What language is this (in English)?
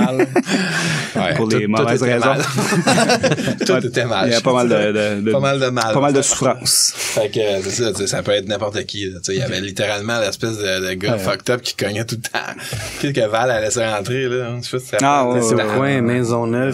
French